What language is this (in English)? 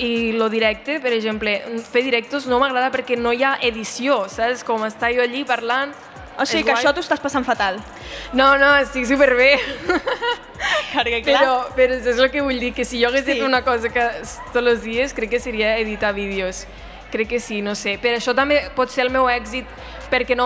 Catalan